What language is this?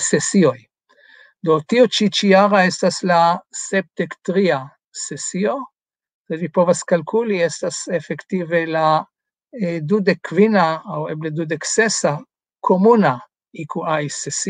Esperanto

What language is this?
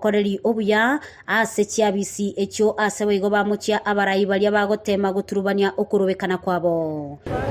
Gusii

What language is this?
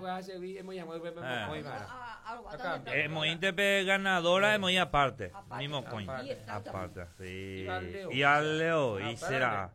Guarani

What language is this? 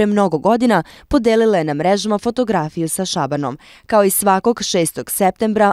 Serbian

